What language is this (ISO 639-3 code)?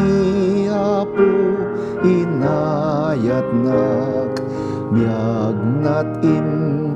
ilo